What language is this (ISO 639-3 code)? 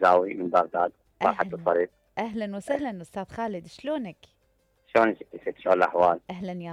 acm